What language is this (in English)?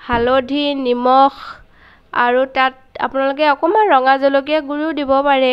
Assamese